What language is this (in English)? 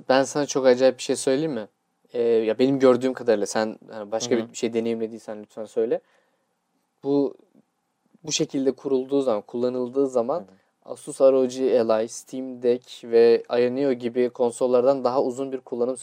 Turkish